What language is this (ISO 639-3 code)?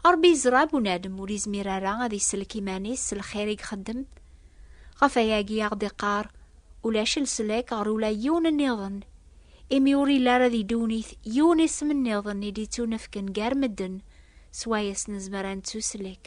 kab